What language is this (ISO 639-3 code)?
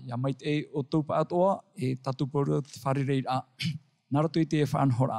tah